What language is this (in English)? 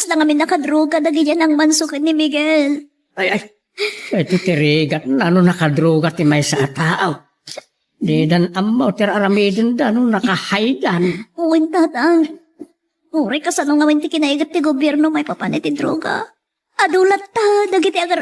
Iloko